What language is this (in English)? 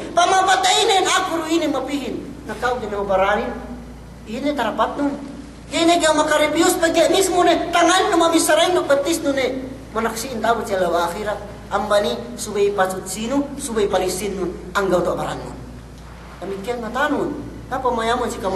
Yakan